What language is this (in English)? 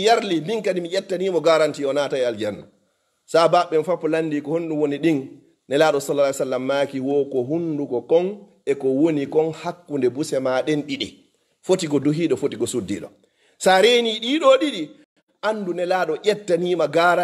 Fula